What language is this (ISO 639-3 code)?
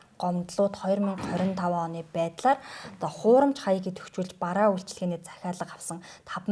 mon